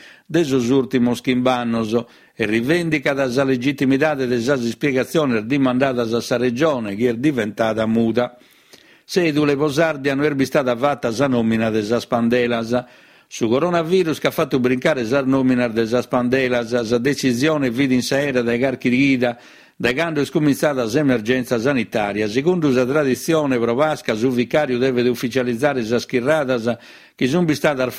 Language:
Sardinian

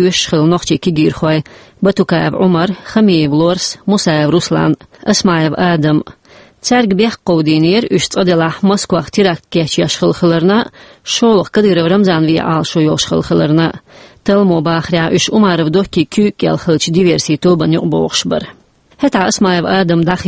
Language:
Chechen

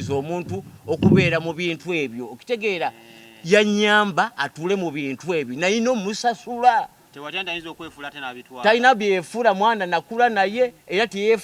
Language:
Ganda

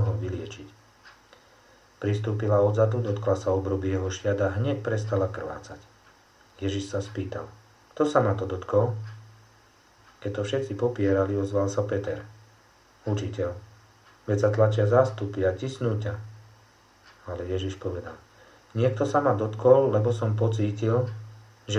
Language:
Slovak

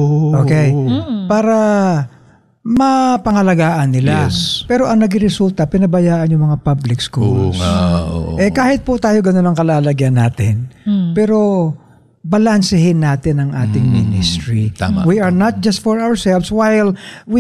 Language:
Filipino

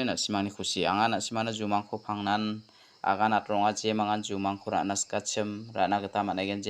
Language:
Garo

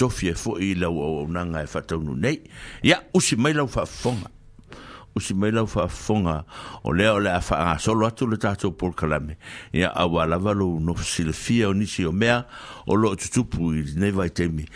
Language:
Samoan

